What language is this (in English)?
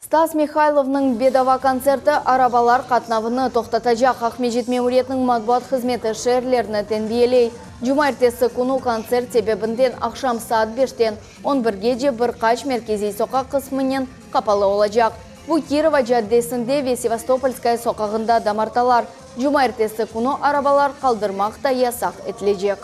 Crimean Tatar